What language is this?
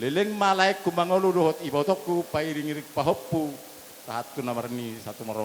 Batak Toba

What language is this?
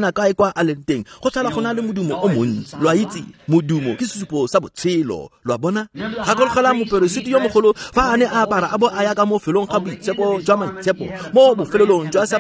Tswana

